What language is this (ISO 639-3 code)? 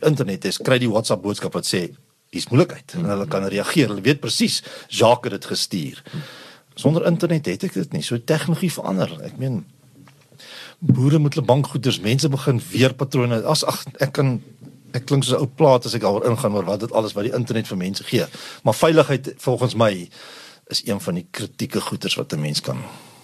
afr